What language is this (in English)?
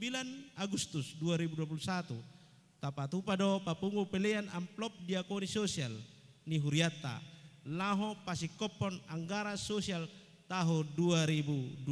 Batak Toba